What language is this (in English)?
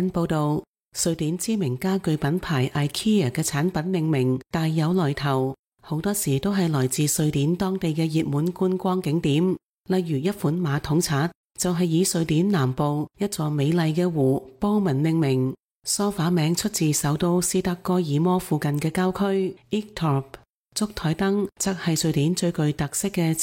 Cantonese